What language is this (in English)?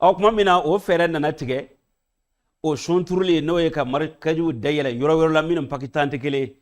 Bambara